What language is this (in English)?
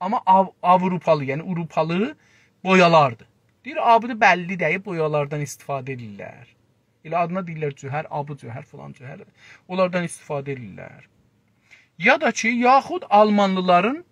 South Azerbaijani